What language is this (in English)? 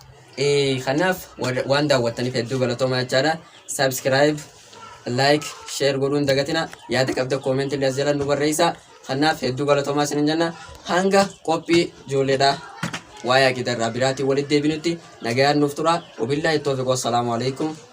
Oromo